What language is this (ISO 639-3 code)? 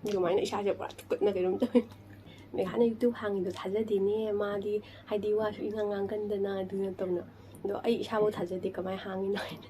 mni